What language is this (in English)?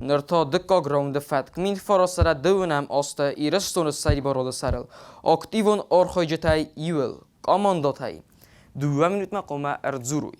Ossetic